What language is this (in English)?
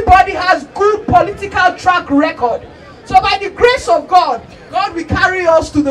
Nigerian Pidgin